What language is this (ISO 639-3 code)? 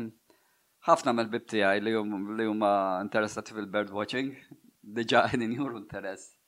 mlt